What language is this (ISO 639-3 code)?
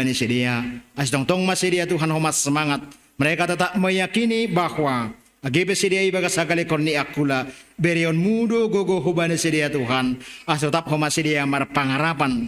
bts